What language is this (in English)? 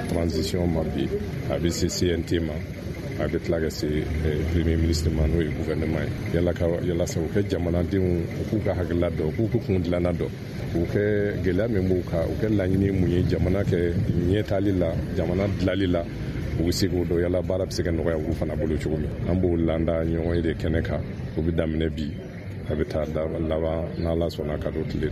Bambara